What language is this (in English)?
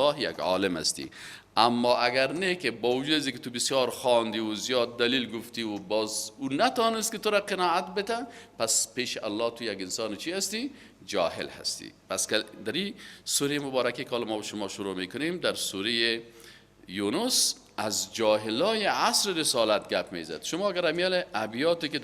Persian